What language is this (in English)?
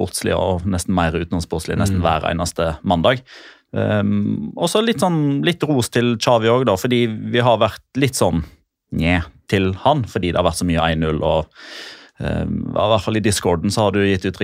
Norwegian